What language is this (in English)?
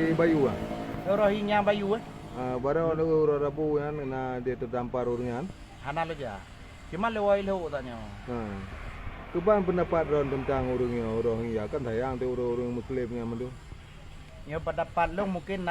Achinese